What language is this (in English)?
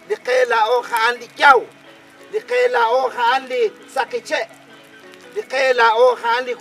Kekchí